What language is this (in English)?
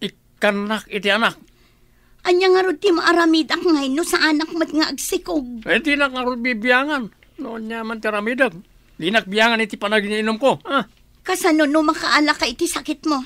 Iloko